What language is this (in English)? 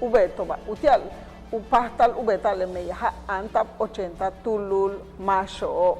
Yucateco